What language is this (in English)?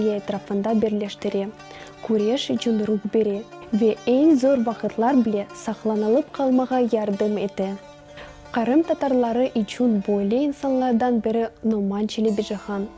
Crimean Tatar